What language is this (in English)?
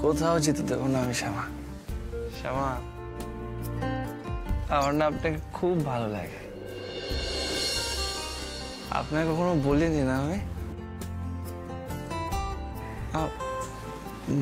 Bangla